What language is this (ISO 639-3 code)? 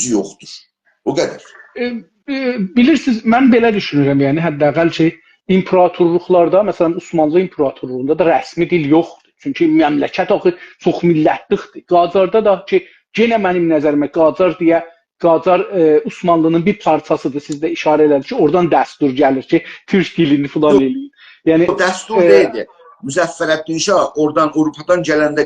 azb